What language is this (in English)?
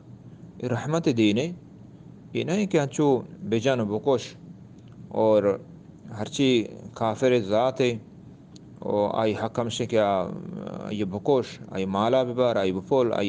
Eastern Balochi